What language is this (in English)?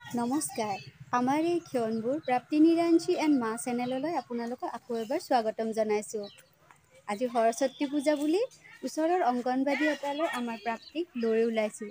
Assamese